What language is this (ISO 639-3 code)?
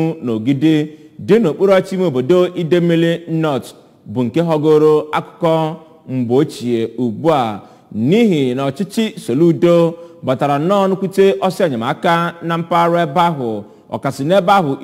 ibo